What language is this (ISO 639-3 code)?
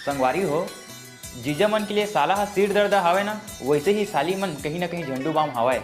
hne